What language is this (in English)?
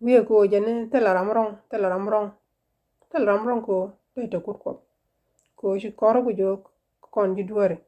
Nuer